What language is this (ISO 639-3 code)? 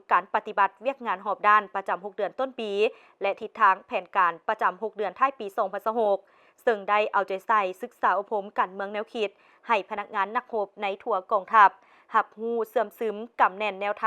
lao